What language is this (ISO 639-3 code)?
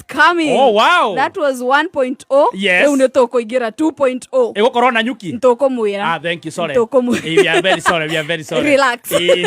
kik